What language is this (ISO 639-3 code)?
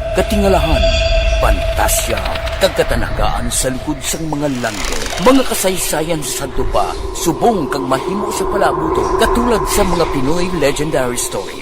hil